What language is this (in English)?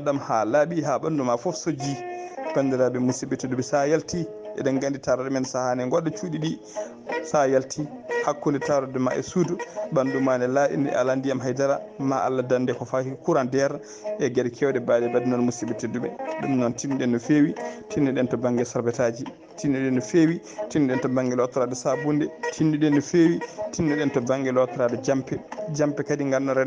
Fula